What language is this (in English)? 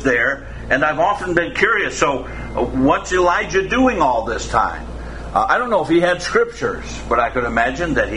English